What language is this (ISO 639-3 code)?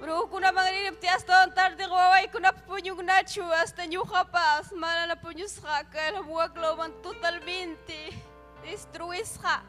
quy